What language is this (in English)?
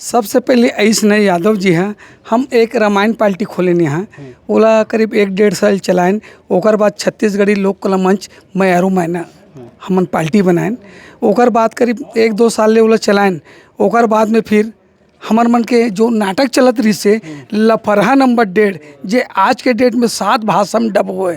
Chhattisgarhi